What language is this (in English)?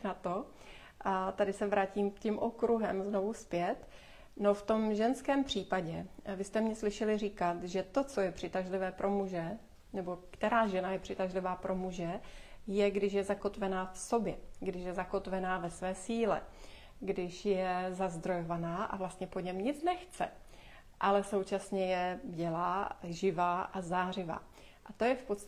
Czech